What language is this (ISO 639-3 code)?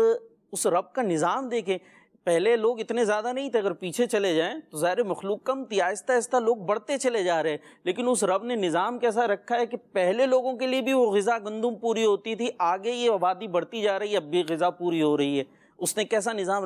urd